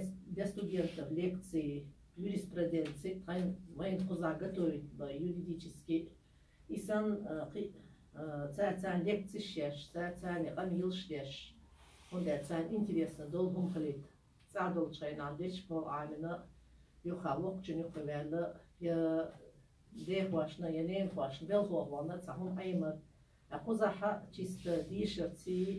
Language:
Chechen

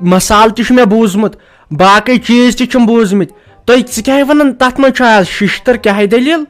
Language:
Kashmiri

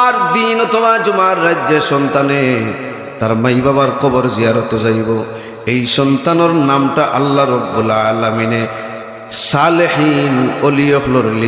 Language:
Sylheti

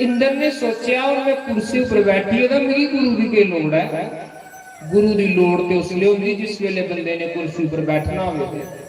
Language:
Dogri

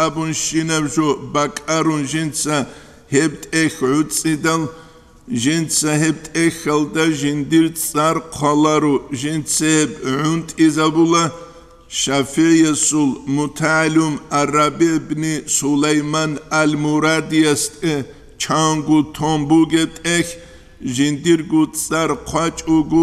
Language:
Avaric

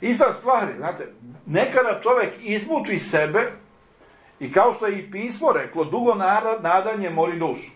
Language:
Serbian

